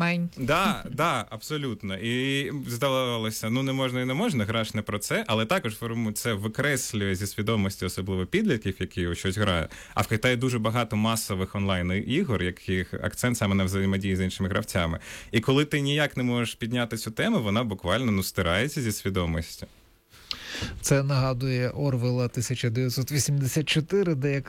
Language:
Ukrainian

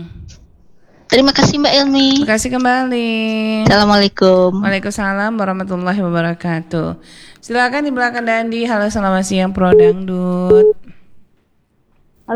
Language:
Indonesian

